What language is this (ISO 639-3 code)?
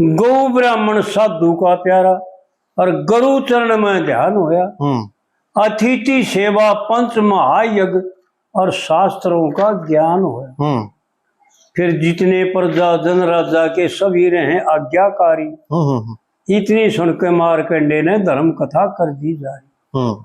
bgc